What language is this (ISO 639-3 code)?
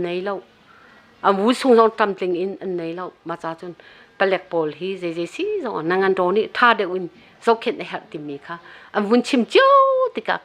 cnh